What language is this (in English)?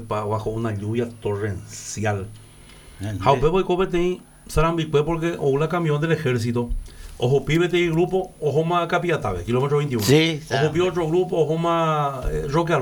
Guarani